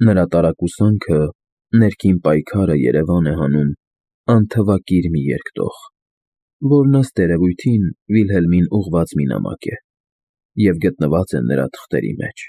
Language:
Armenian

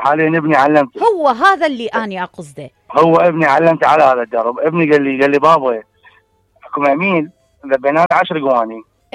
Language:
Mesopotamian Arabic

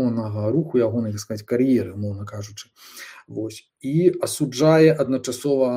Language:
Belarusian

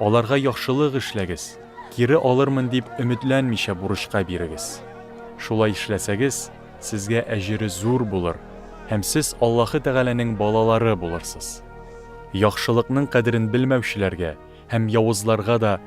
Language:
Tatar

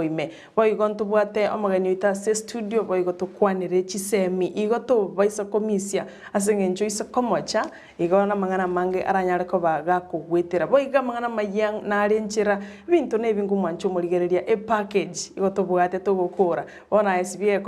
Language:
Gusii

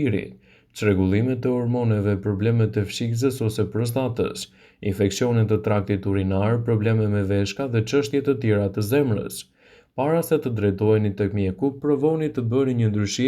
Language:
Albanian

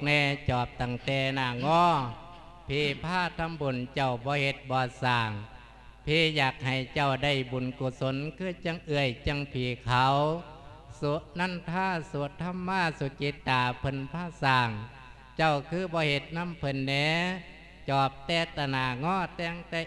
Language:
Lao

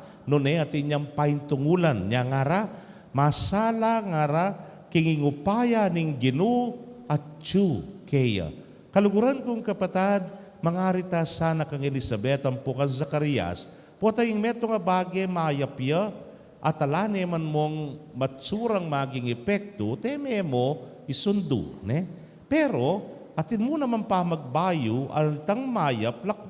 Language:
Pampanga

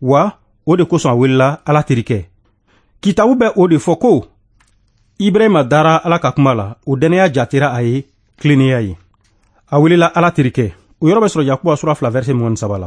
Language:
Bambara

